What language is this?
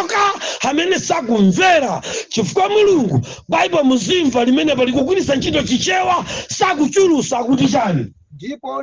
Nyanja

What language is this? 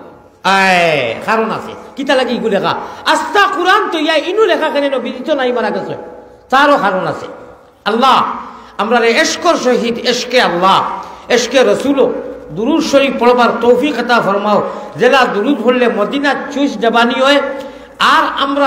Sylheti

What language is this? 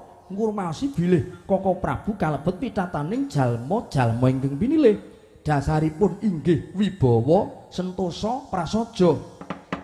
Javanese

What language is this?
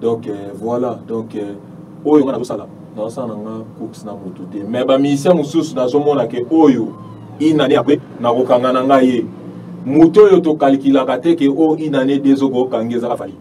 Lingala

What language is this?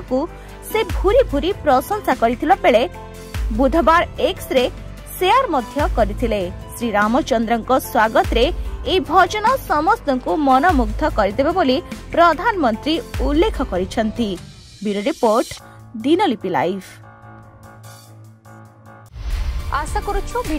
Odia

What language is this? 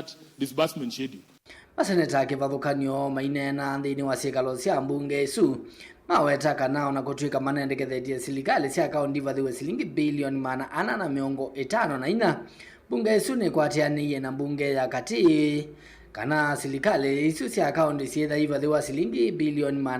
Kamba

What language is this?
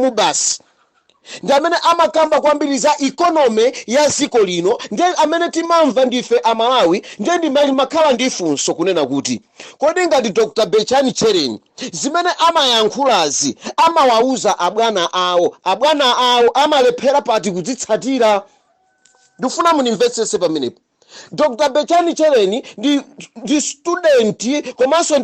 Nyanja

